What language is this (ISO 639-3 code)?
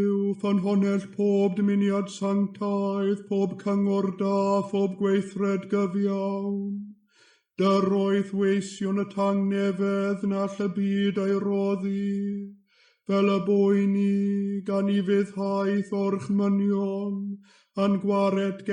cym